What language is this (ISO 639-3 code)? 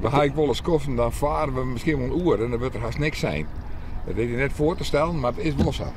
fry